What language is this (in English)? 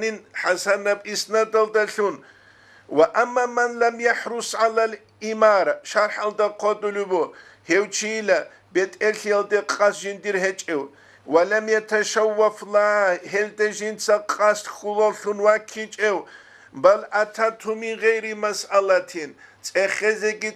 Avaric